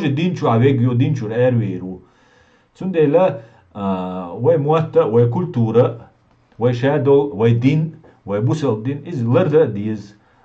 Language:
Chechen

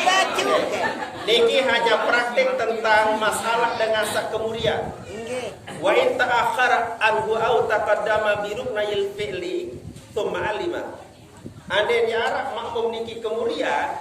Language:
Sasak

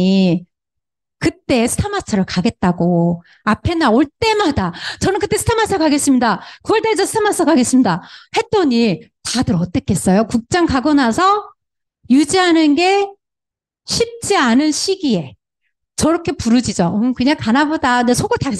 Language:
Korean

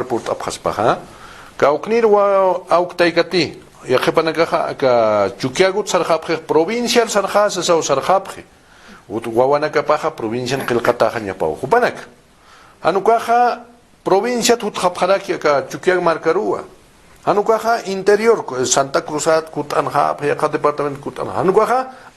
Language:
Aymara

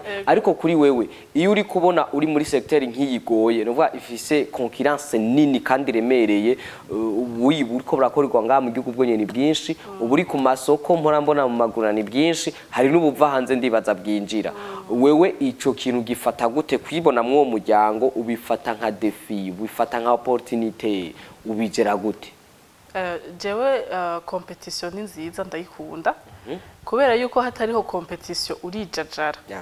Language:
Rundi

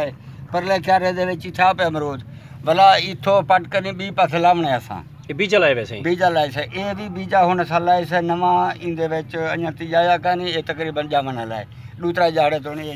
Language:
Saraiki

